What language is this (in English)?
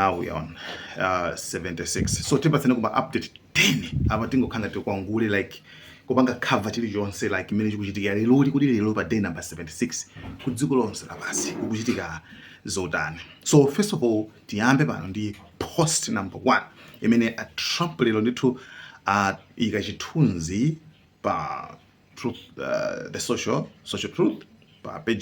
Nyanja